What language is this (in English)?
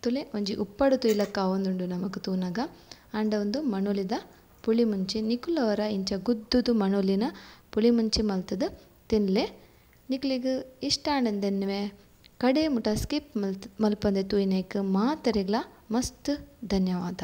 Tulu